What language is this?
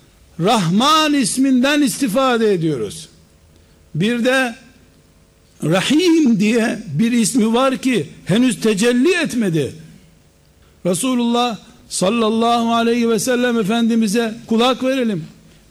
Turkish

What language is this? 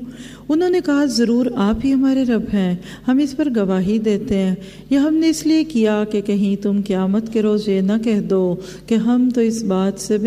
Urdu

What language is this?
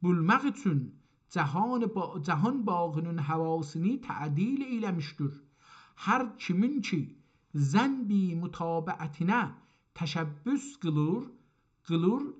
South Azerbaijani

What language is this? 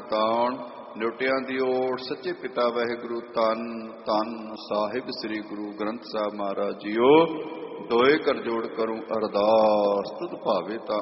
Punjabi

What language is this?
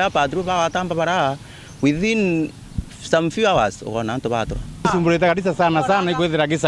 Meru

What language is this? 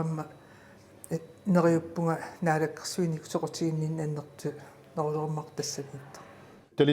Kalaallisut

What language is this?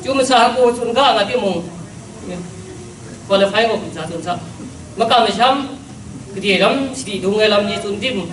Kachin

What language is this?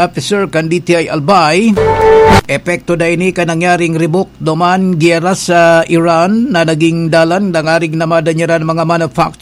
Bikol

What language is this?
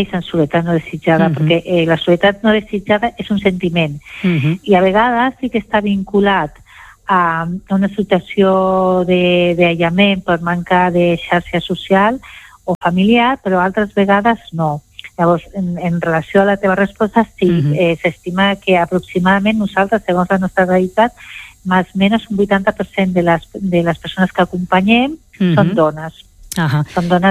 Catalan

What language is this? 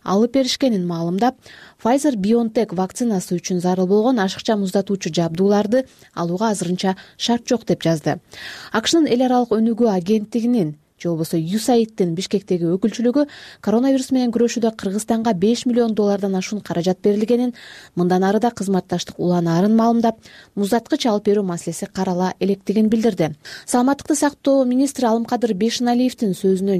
Kyrgyz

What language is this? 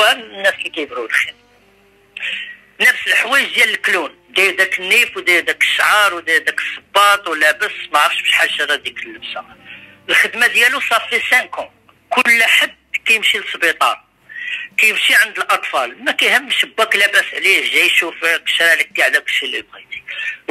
Moroccan Arabic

